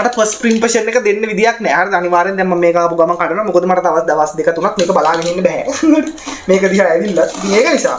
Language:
Sinhala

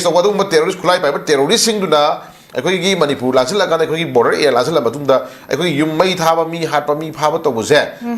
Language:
Manipuri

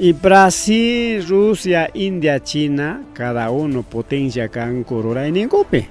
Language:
Ayacucho Quechua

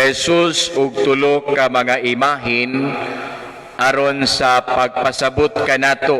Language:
Cebuano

